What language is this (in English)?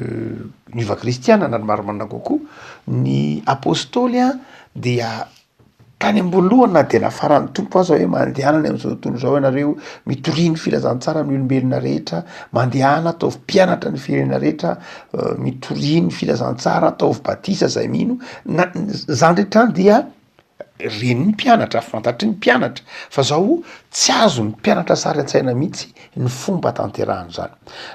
Malagasy